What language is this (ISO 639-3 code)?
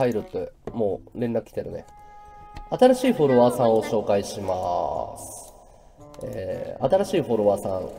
jpn